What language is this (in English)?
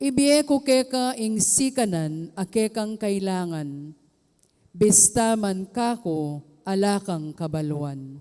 Pampanga